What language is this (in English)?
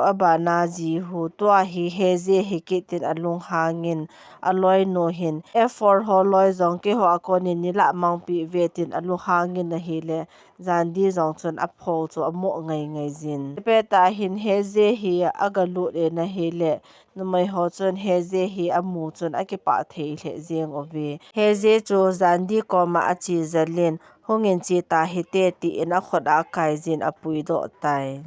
Thado Chin